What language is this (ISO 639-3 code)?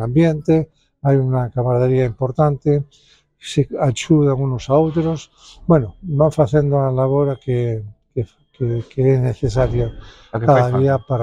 glg